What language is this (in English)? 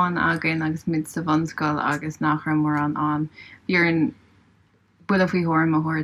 Irish